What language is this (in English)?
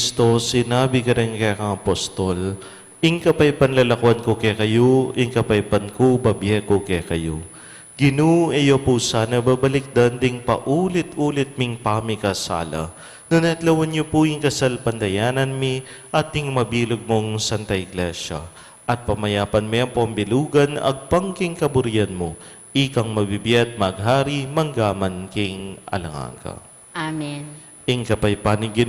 Pampanga